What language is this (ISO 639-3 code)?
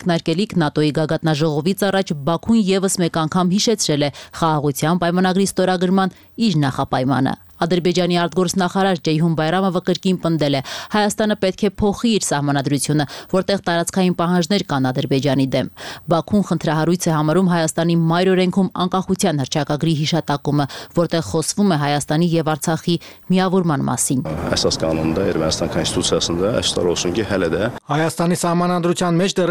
hye